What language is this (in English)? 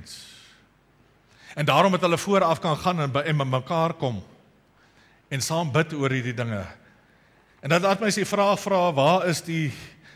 Afrikaans